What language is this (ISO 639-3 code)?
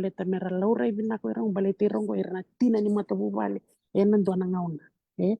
fij